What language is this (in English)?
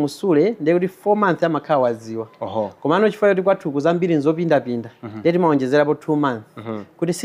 Nyanja